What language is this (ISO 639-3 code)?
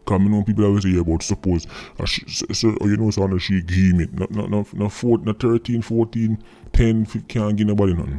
jam